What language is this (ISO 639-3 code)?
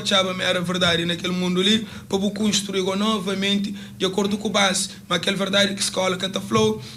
kea